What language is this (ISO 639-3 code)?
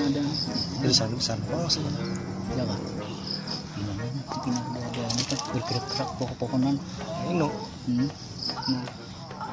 bjn